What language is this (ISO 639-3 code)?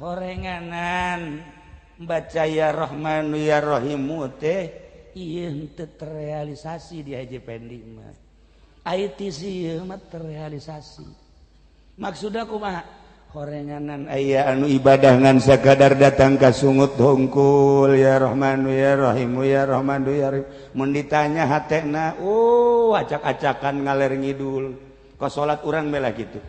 sun